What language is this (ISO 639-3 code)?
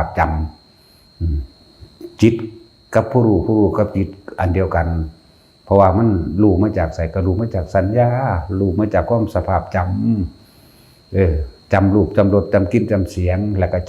tts